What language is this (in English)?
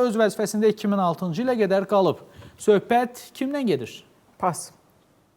Azerbaijani